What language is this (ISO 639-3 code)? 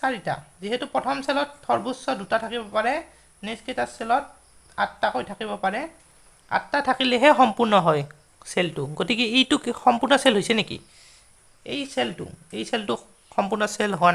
asm